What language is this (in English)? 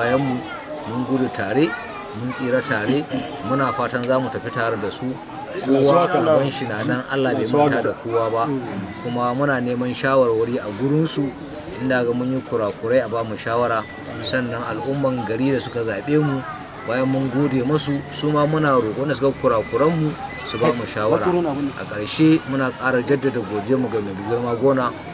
Hausa